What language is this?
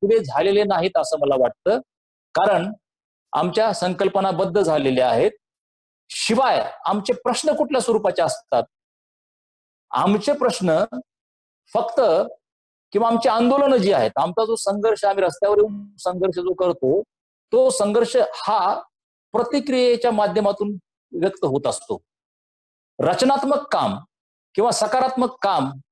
Marathi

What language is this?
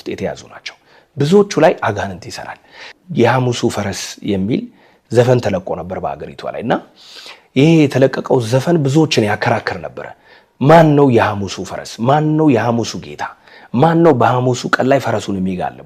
Amharic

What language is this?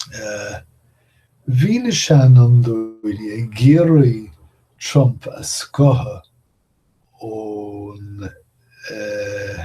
Irish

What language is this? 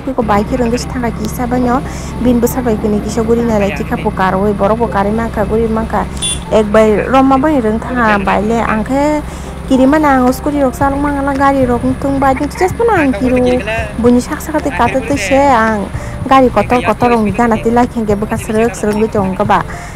Kok Borok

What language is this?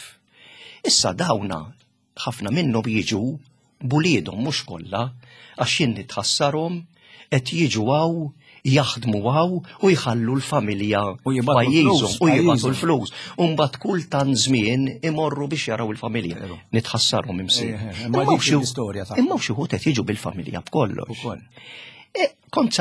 Maltese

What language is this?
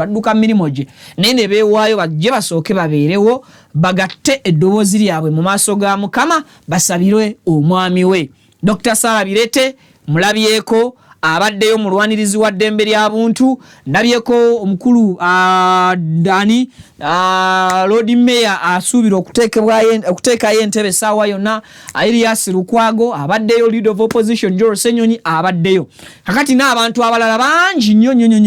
Ganda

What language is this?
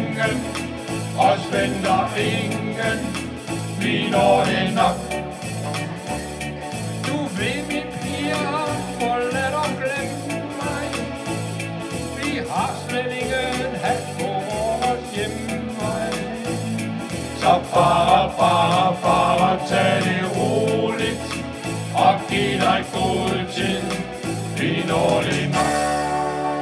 Danish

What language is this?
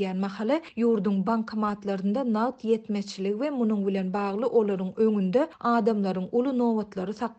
Turkmen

